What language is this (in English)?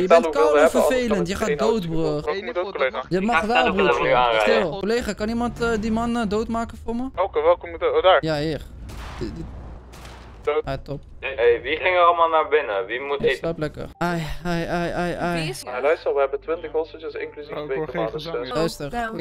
Dutch